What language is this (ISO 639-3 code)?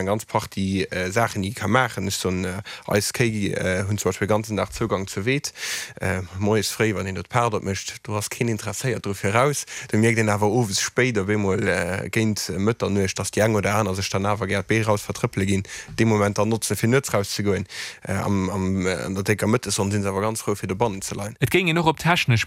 ltz